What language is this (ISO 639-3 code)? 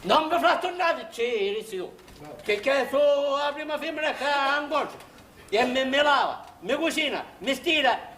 scn